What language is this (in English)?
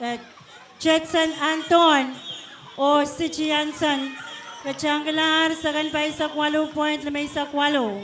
Pohnpeian